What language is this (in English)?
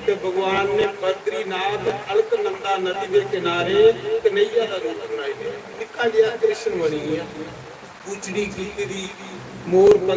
Dogri